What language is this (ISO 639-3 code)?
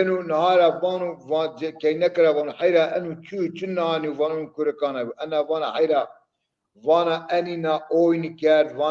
zza